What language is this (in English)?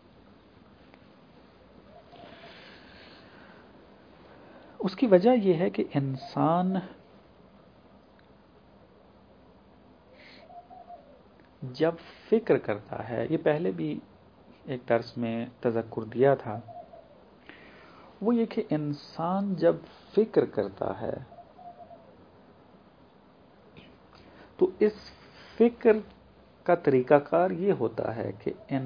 Urdu